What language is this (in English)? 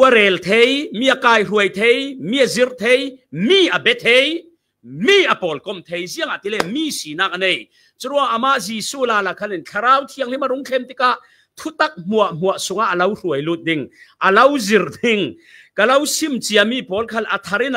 Falam Chin